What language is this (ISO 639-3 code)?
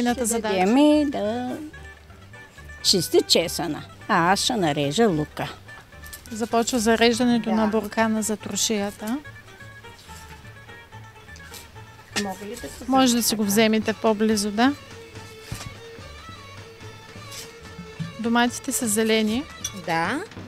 bul